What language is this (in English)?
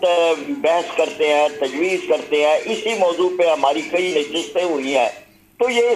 Urdu